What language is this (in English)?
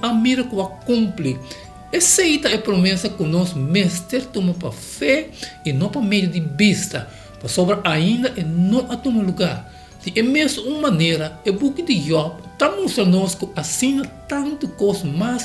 Papiamento